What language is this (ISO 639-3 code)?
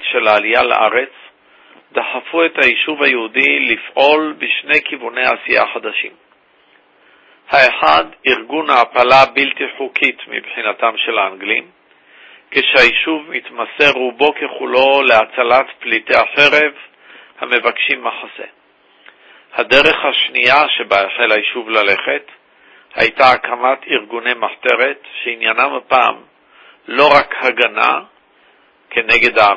heb